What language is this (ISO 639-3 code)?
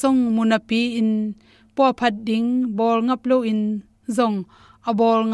ctd